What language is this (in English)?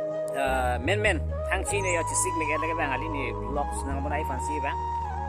Karbi